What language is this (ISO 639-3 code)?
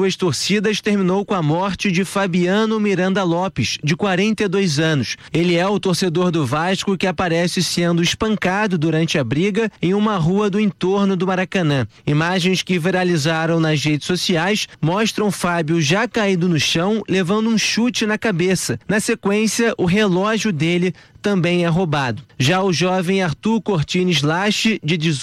por